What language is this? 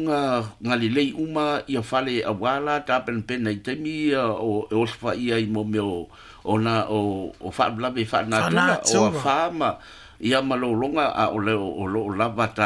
Samoan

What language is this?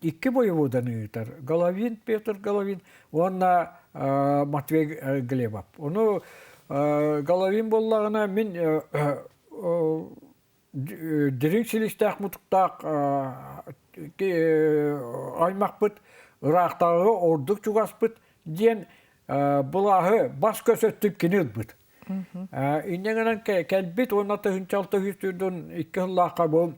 Yakut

